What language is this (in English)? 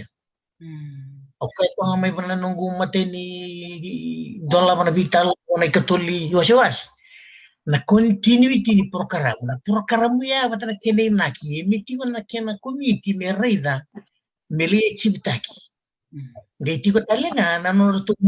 Fijian